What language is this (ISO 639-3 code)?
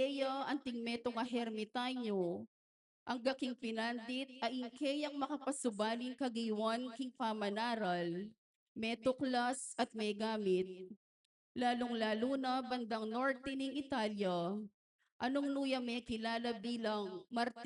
pam